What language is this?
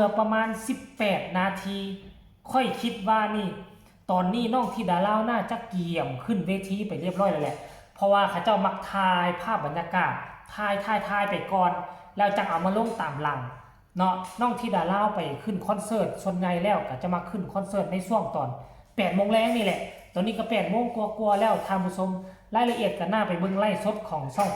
Northeastern Thai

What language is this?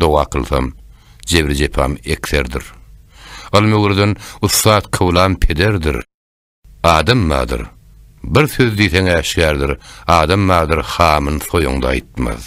Turkmen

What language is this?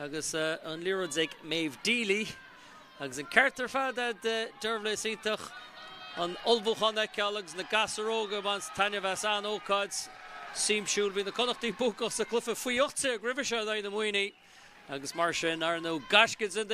Irish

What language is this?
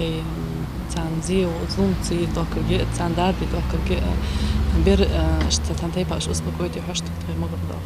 Ingush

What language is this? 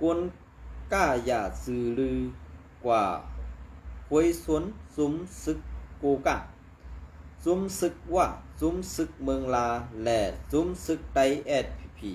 Shan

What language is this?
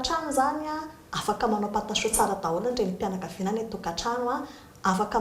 Malagasy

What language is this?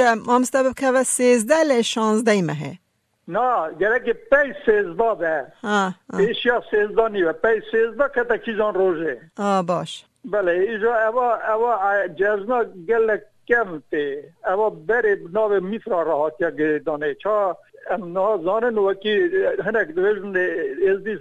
Kurdish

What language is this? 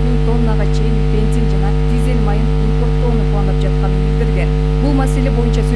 Kyrgyz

